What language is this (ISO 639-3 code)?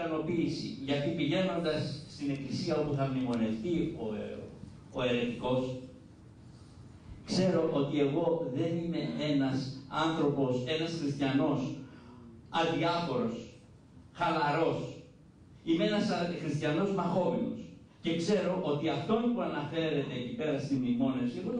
ell